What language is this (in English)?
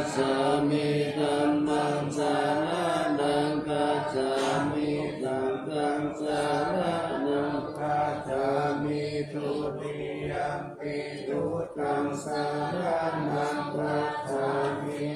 Pali